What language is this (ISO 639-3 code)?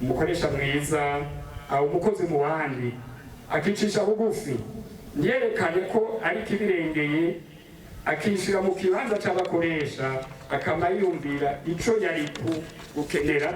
run